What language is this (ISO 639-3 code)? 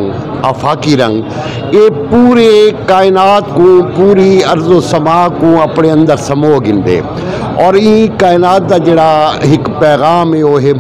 skr